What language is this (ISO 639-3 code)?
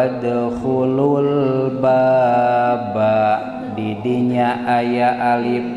sun